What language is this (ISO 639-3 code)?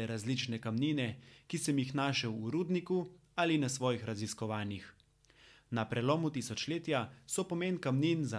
slv